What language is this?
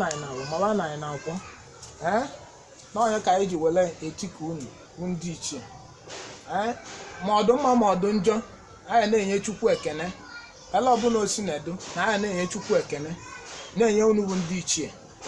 Igbo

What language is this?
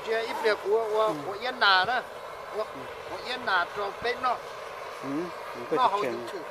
Hmong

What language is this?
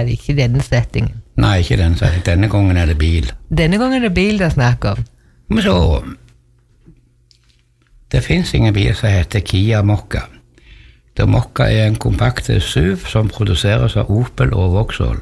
Norwegian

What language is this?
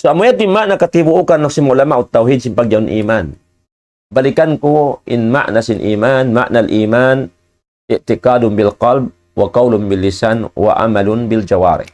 Tausug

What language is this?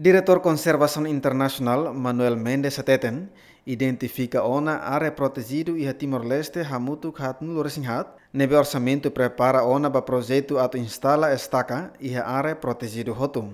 Tetum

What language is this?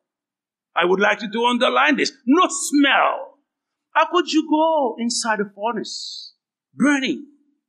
Haitian Creole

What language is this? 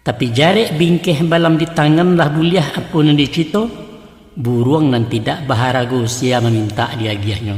Minangkabau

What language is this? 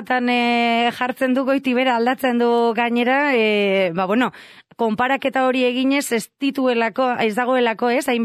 Basque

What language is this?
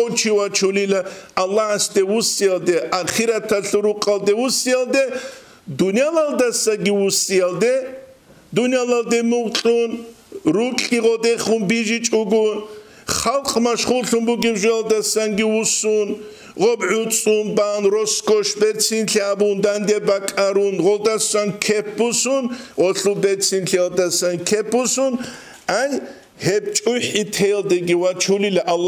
Avaric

